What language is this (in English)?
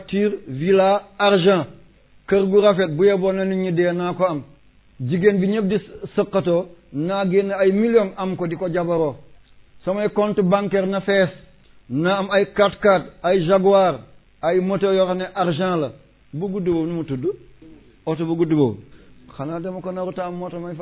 Wolof